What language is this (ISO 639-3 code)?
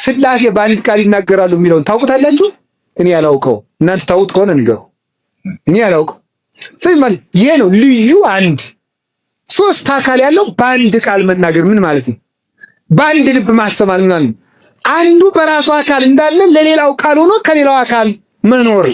amh